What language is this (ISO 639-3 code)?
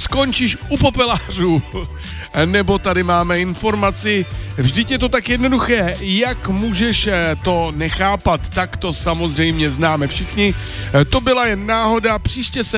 ces